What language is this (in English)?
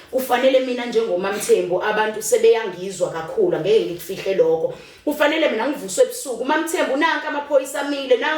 Zulu